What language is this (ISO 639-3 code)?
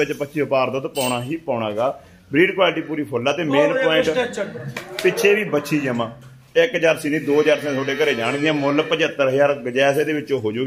pan